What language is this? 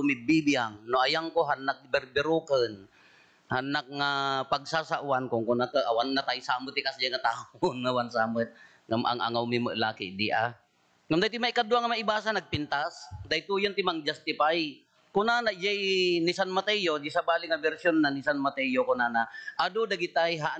Iloko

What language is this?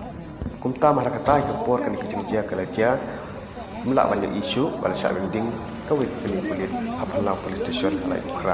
Khasi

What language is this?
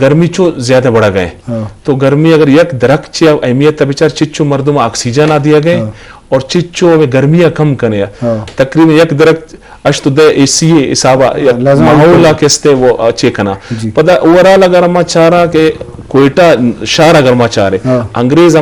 Eastern Balochi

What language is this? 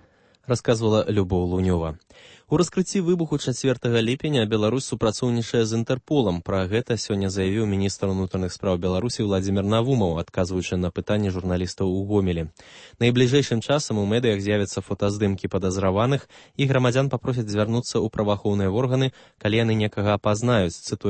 Belarusian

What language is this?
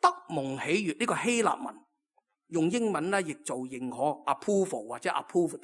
Cantonese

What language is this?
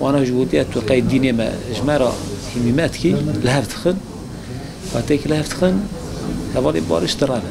Kurdish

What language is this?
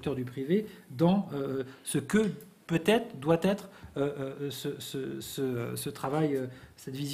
French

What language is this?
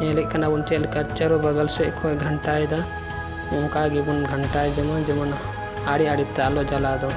Santali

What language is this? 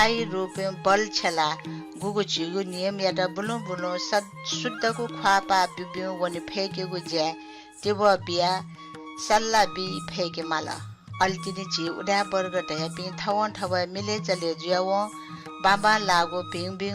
Newari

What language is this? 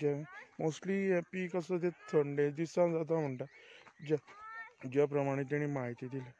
Konkani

